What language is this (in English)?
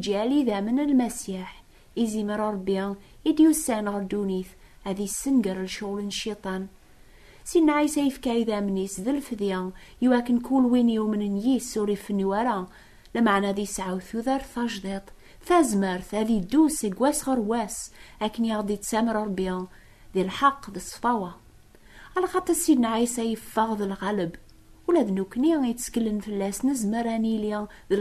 Kabyle